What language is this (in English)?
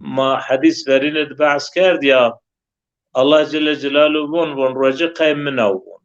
Zaza